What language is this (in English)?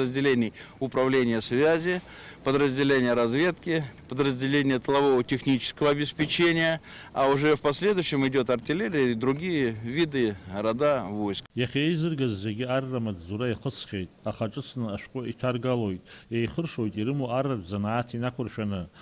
Abkhazian